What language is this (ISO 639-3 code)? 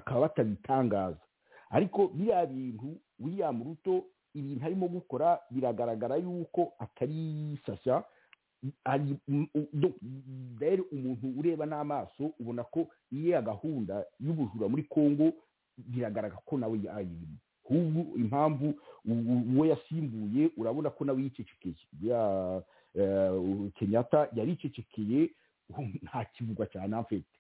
kin